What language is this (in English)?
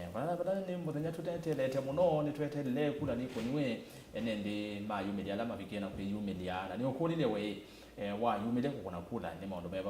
Kamba